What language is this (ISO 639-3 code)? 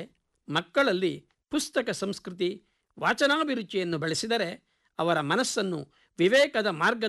kan